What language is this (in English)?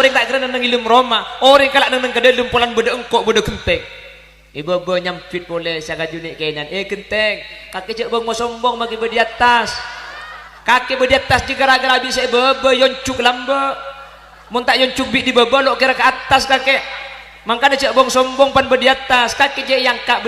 Madurese